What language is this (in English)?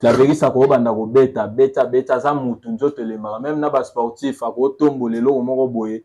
Lingala